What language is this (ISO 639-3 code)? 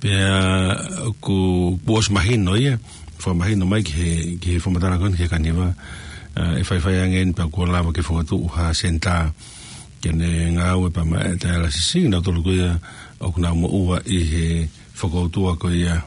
ton